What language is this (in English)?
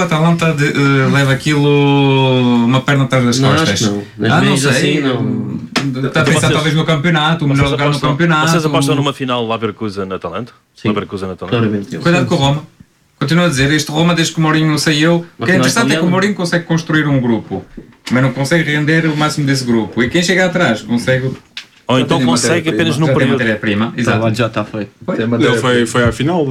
Portuguese